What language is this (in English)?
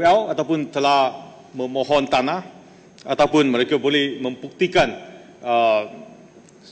Malay